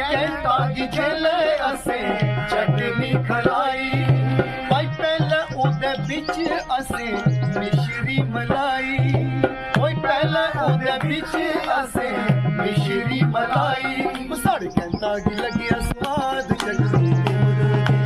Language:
Dogri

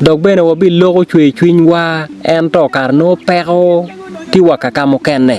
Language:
Acoli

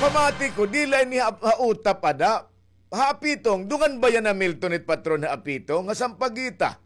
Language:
Waray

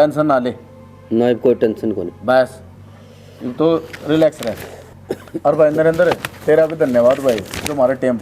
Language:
Haryanvi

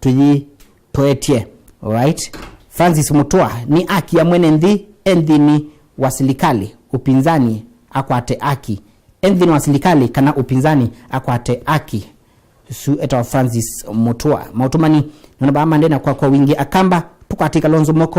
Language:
Kamba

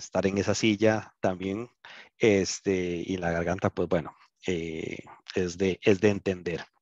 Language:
Spanish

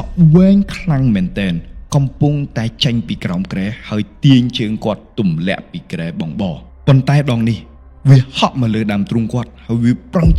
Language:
Khmer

